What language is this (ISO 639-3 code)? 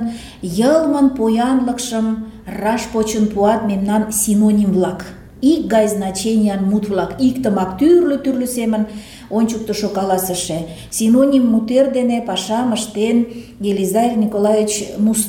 chm